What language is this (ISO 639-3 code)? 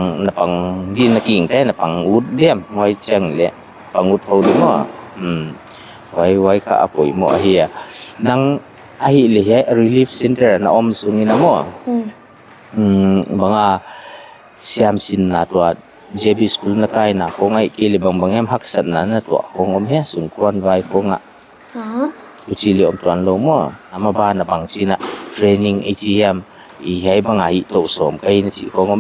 pck